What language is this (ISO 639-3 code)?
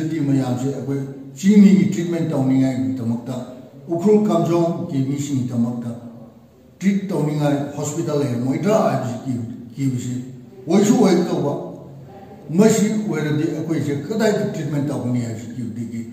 nmf